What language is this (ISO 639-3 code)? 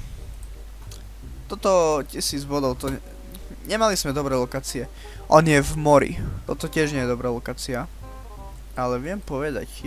slk